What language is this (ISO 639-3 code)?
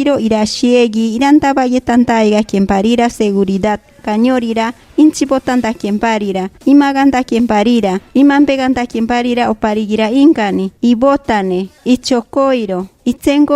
mcb